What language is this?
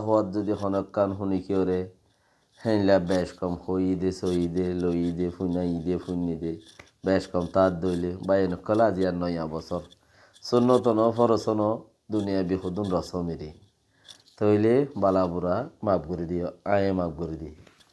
Rohingya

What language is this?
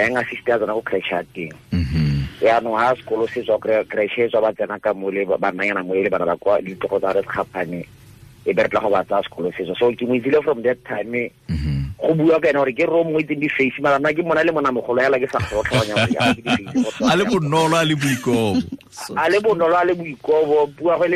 Tswana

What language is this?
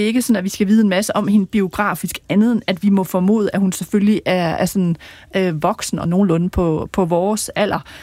Danish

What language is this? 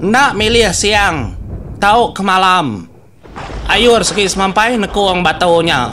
Iban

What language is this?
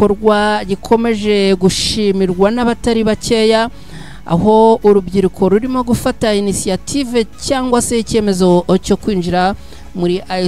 Kinyarwanda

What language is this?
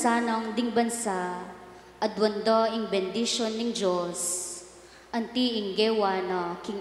Pampanga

